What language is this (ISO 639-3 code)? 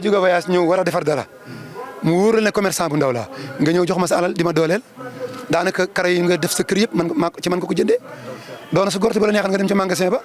wol